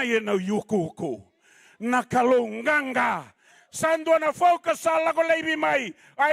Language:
Fijian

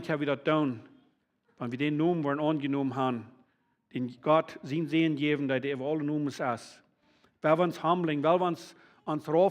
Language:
Plautdietsch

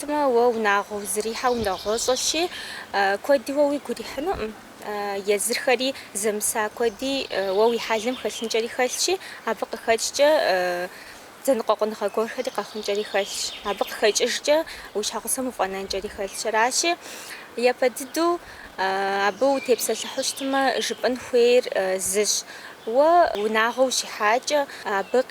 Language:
Kabardian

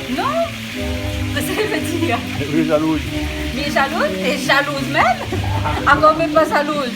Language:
Réunion Creole French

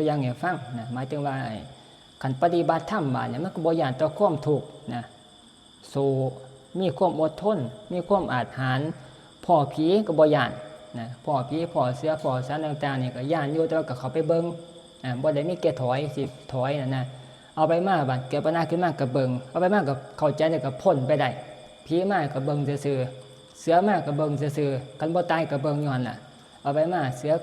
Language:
Northeastern Thai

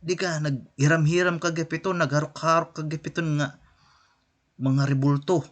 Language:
Waray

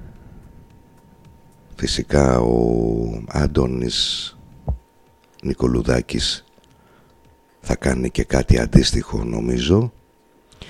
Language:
Greek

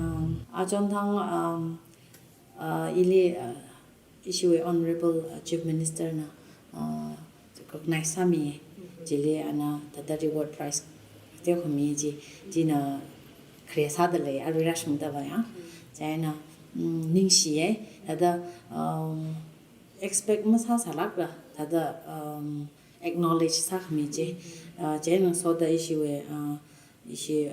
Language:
Tangkhul Naga (India)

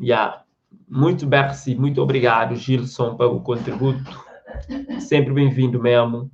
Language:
Kabuverdianu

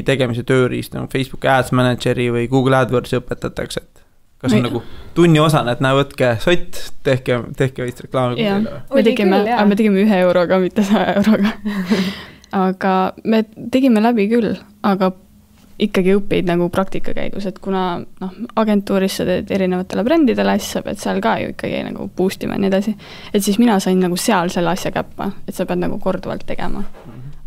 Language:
Estonian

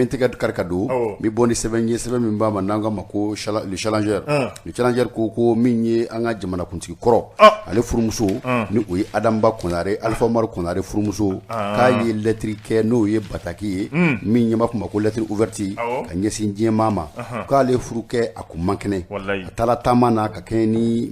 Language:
Bambara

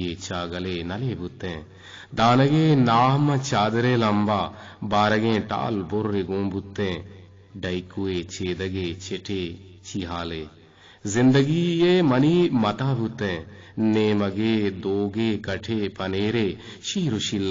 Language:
Eastern Balochi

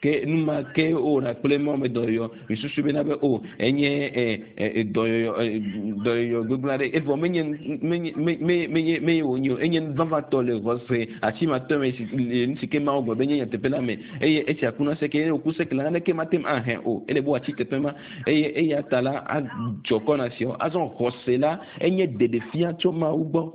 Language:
Ewe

